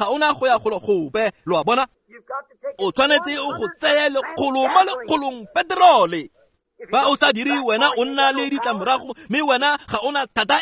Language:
Tswana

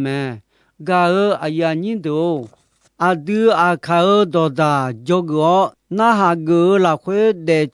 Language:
Akha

